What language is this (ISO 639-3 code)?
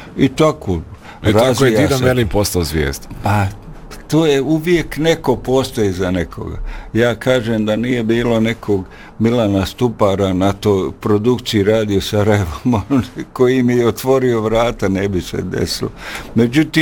bos